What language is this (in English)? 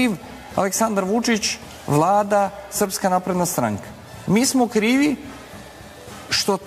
Serbian